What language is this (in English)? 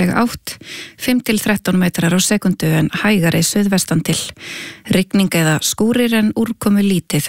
Icelandic